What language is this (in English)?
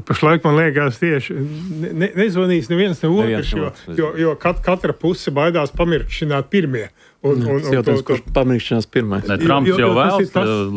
Latvian